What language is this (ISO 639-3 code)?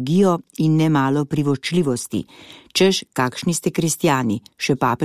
slv